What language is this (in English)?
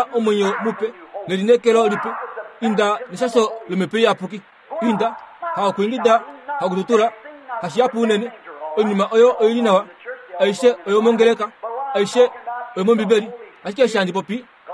Kuanyama